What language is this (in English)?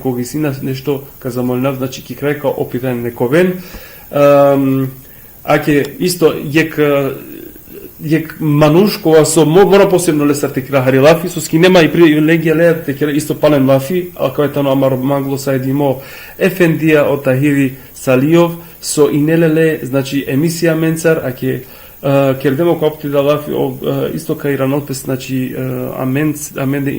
Balkan Romani